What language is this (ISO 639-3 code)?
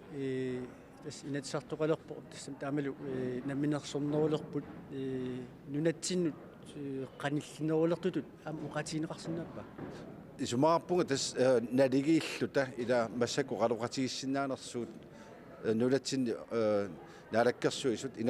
kal